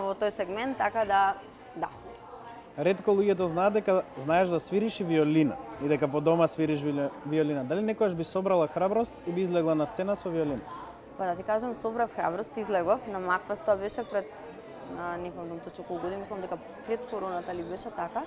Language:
Macedonian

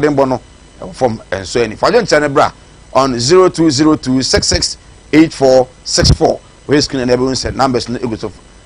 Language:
Akan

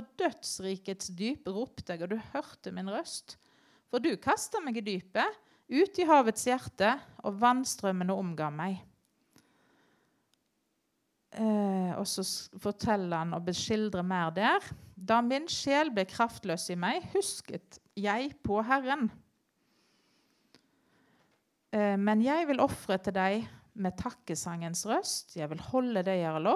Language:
Norwegian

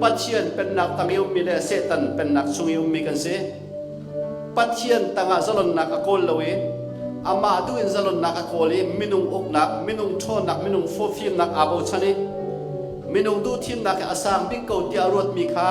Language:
Hakha Chin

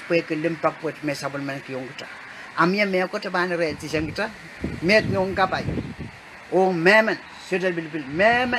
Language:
Pohnpeian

